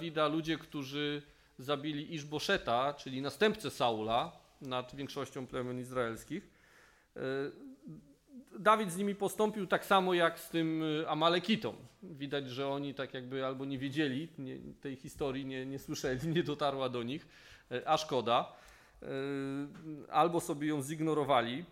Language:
Polish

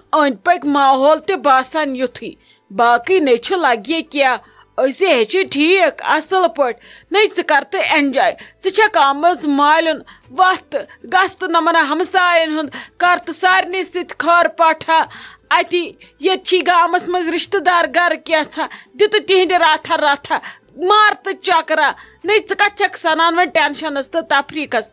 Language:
Kashmiri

